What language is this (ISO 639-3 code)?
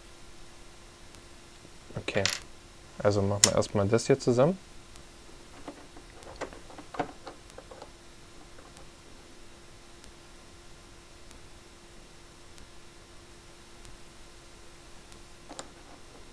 deu